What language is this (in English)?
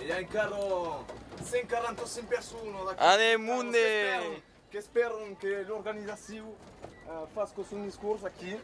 Occitan